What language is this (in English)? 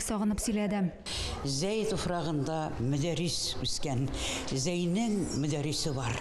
Tatar